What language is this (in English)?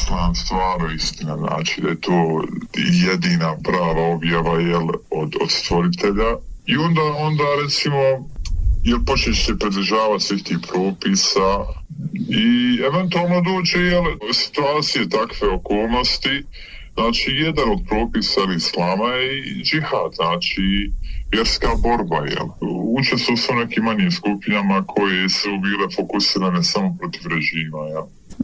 Bosnian